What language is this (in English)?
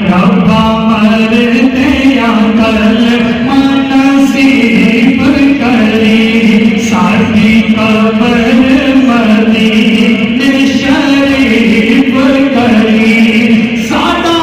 Pahari-Potwari